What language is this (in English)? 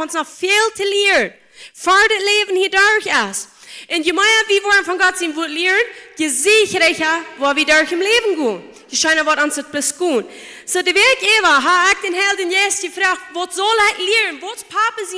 Plautdietsch